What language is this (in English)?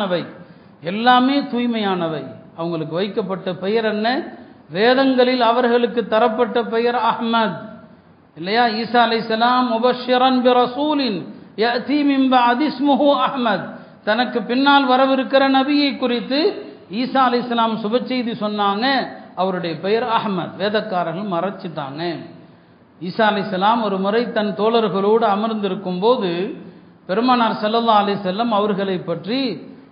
Tamil